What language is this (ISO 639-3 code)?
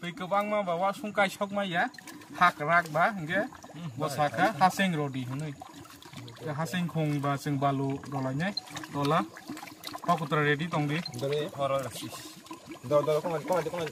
trp